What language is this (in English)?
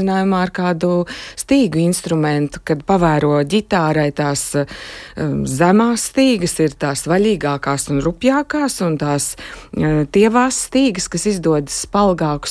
Latvian